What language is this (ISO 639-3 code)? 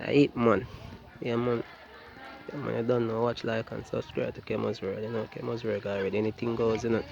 jam